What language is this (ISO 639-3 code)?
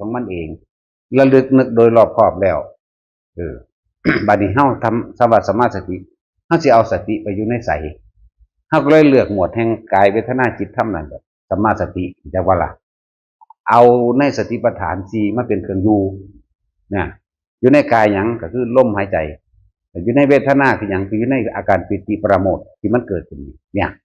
tts